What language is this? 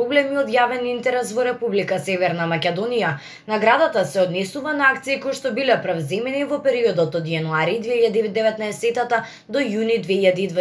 Macedonian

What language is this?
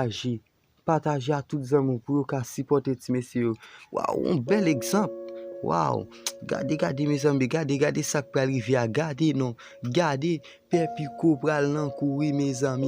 Haitian Creole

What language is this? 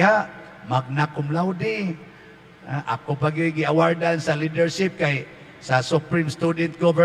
Cebuano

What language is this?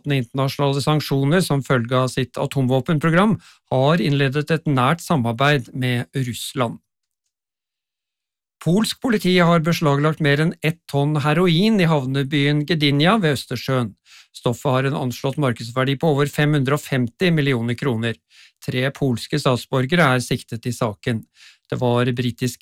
Norwegian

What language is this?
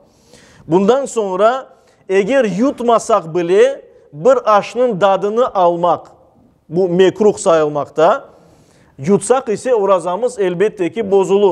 Crimean Tatar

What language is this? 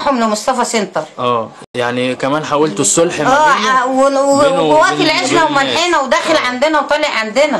Egyptian Arabic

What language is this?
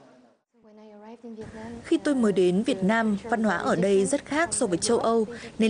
Vietnamese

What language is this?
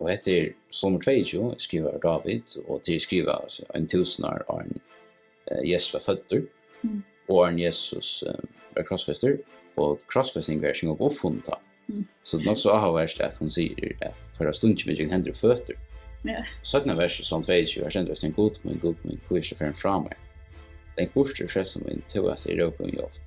Faroese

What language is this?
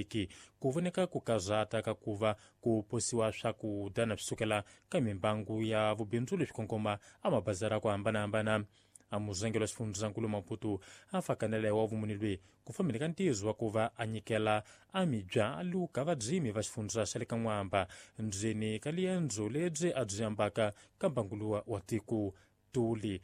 Tsonga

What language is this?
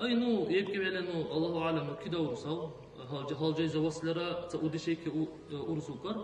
Dargwa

